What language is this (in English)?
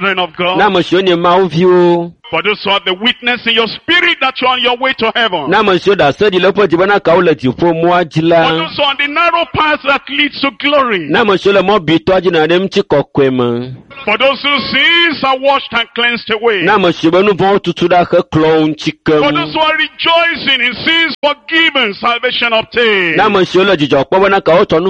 Ewe